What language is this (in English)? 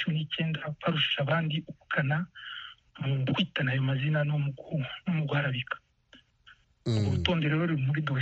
Kinyarwanda